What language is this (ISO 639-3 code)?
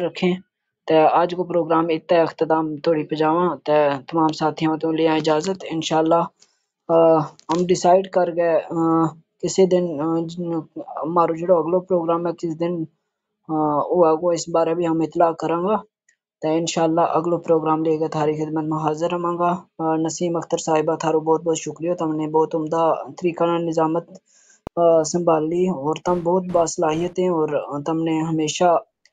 gju